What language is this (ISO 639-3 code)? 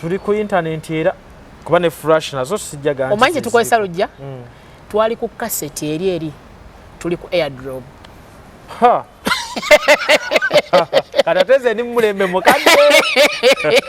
lug